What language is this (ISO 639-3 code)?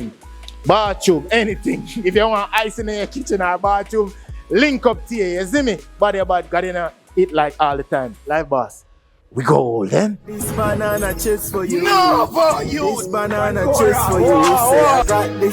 jam